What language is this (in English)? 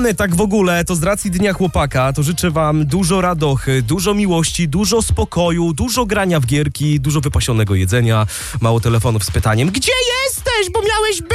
Polish